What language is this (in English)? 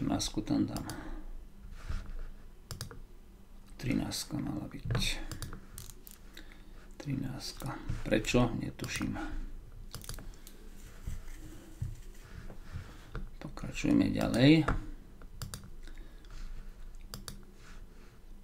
Slovak